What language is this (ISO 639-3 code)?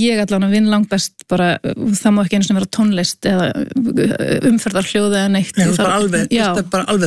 isl